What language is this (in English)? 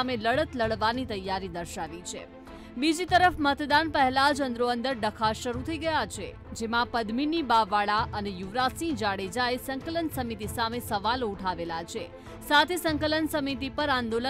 Gujarati